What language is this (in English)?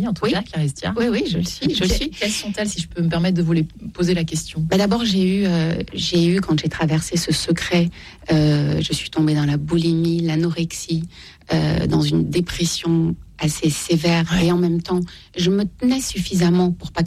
French